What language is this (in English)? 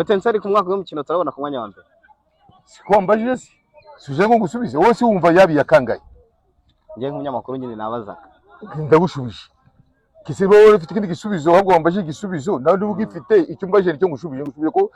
Kinyarwanda